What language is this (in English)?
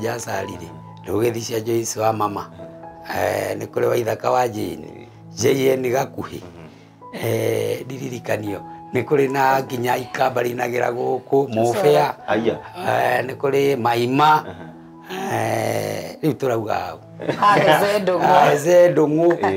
Kikuyu